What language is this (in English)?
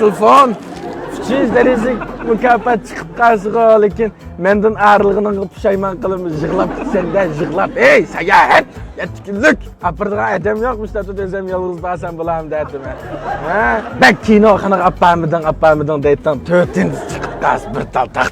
Uyghur